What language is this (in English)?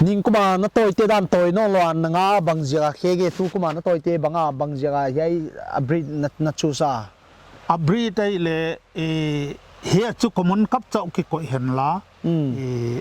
Paite Chin